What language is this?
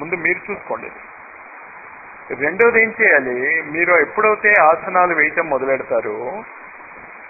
Telugu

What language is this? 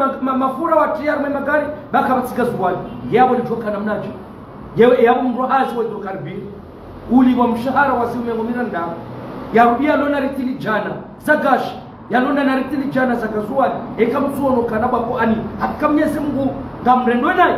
Ngazidja Comorian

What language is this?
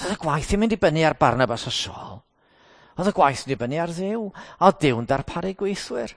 Welsh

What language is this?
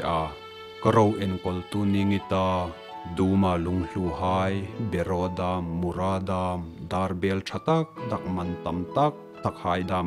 Hmar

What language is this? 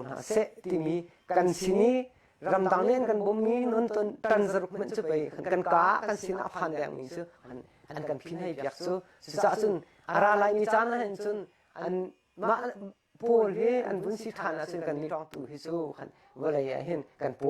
Hakha Chin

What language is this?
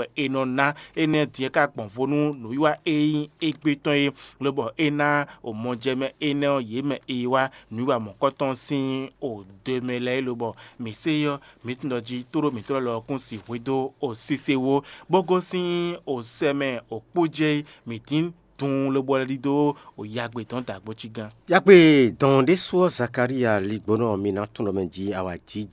Fon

